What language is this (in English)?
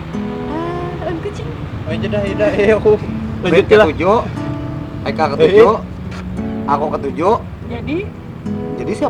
Banjar